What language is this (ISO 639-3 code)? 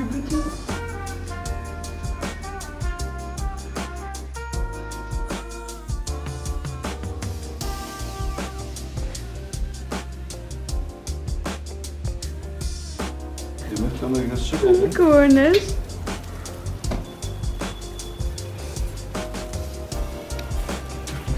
nld